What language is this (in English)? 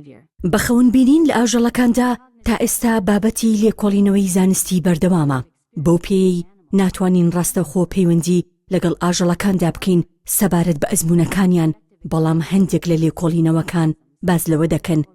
Central Kurdish